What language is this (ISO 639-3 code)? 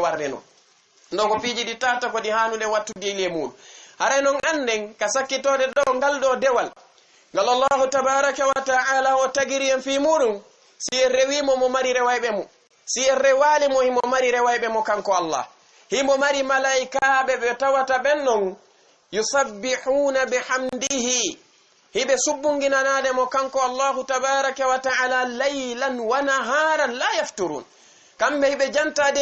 ful